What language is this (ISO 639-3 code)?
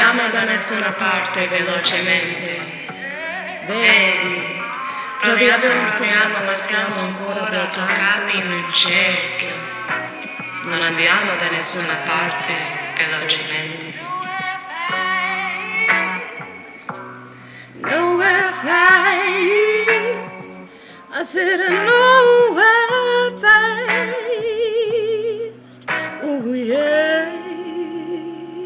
eng